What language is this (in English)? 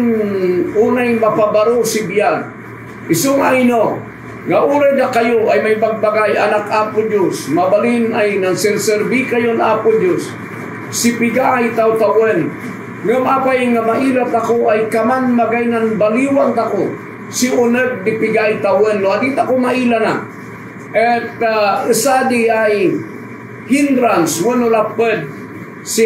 Kankanaey